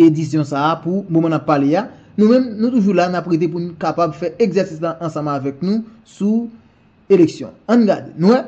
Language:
Haitian Creole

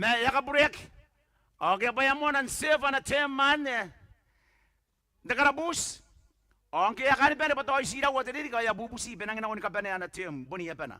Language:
Gilbertese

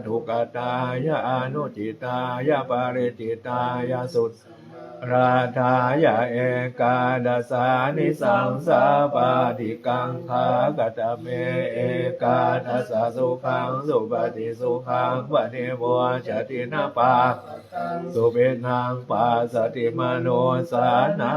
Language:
Pali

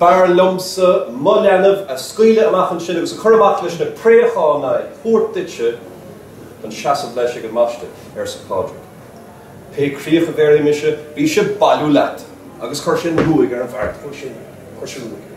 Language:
Irish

